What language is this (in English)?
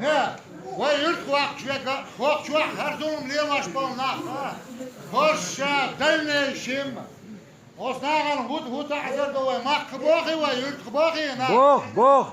Chechen